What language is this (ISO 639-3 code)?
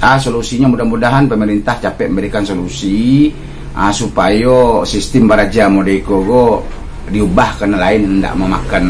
min